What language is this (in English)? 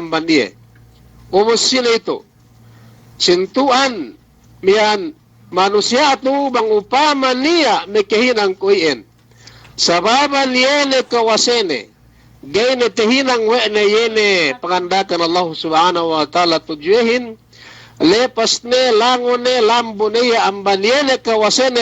Yakan